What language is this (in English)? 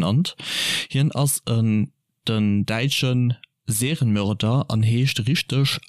Luxembourgish